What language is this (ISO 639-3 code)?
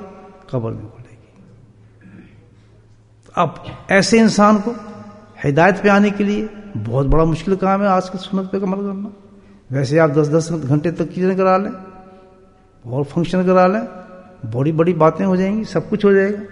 urd